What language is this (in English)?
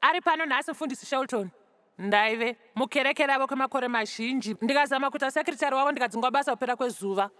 Shona